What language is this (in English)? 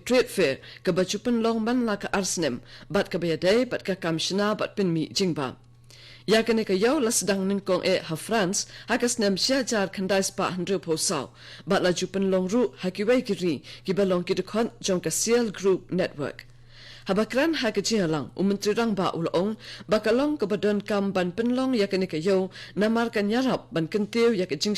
Khasi